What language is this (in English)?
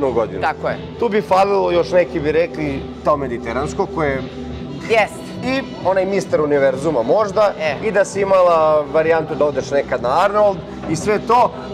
Serbian